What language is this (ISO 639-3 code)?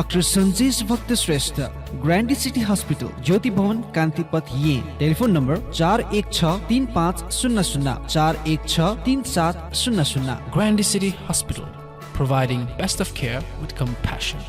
new